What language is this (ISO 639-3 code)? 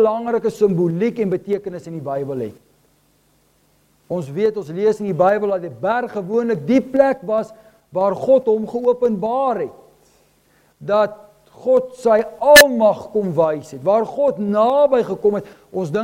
afr